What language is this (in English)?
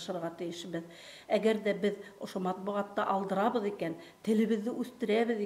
Bashkir